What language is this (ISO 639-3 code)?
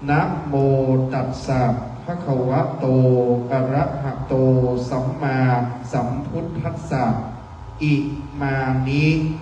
pli